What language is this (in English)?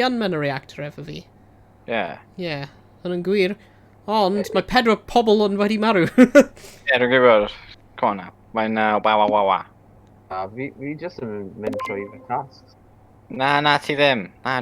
Welsh